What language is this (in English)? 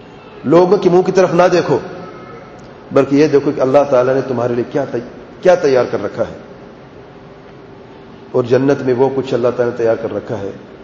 Urdu